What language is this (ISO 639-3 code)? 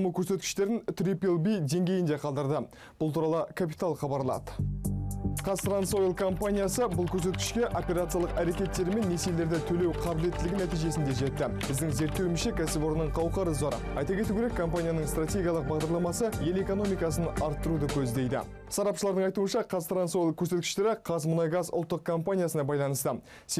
kaz